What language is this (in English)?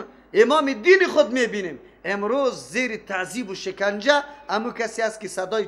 Persian